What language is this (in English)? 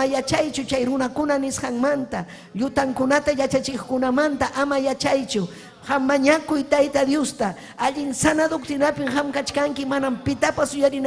Ayacucho Quechua